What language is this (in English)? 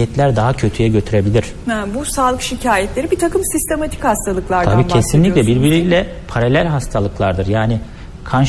Turkish